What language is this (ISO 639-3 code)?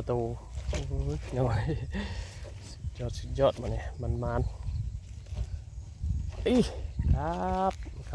tts